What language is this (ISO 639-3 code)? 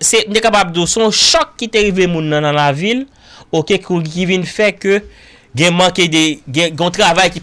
hat